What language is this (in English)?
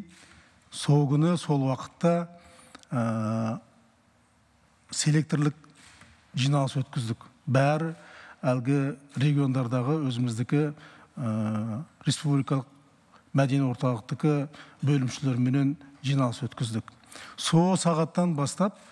Kazakh